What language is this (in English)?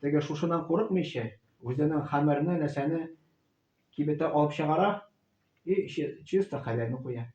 Tatar